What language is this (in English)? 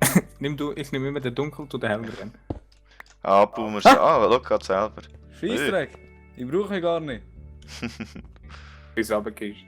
Swiss German